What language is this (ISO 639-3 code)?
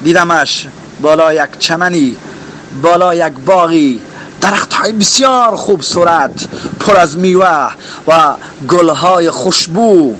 tgk